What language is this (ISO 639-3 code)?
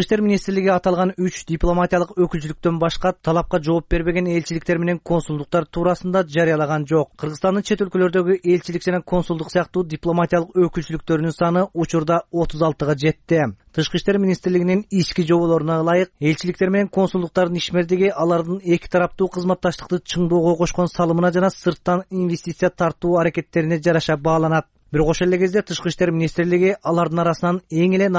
kir